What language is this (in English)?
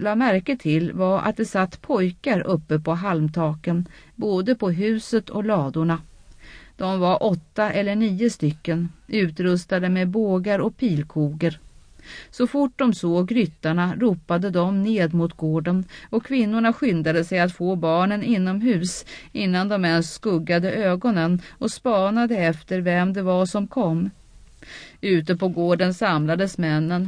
Swedish